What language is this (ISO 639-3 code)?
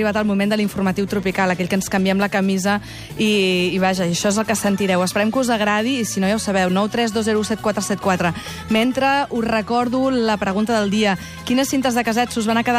cat